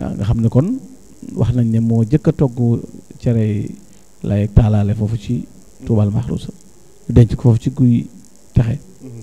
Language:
Wolof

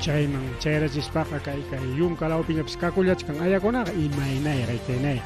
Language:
Ayacucho Quechua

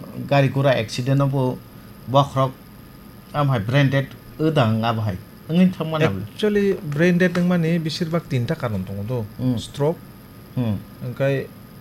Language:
Kok Borok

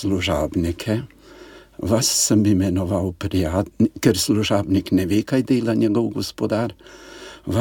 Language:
Slovenian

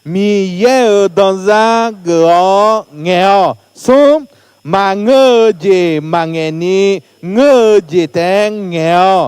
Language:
Akha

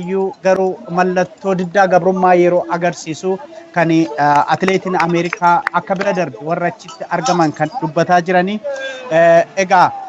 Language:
Oromo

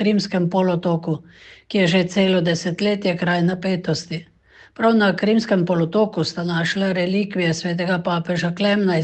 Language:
Slovenian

